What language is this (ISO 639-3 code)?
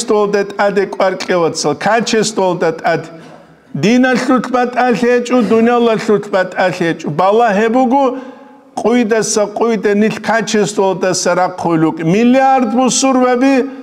ava